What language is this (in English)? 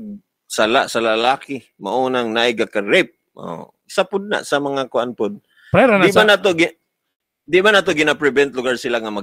Cebuano